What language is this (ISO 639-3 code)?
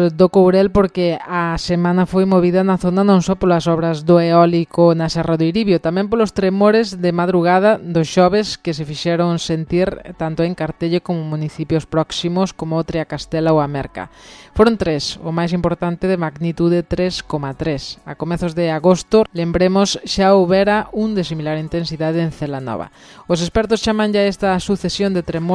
glg